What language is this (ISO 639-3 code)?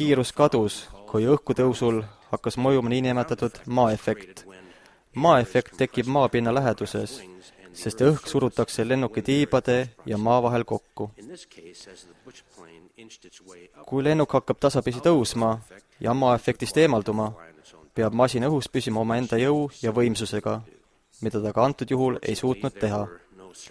est